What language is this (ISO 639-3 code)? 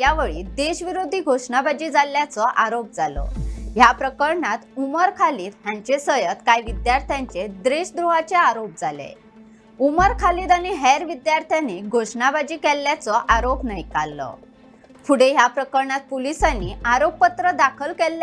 kok